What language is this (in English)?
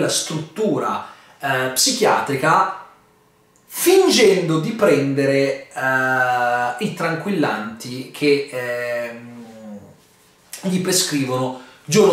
Italian